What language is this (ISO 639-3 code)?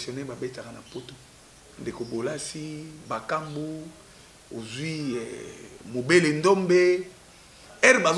lin